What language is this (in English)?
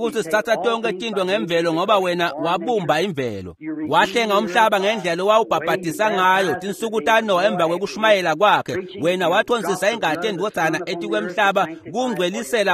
Swati